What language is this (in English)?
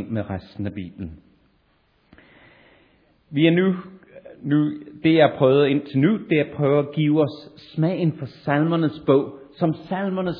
Danish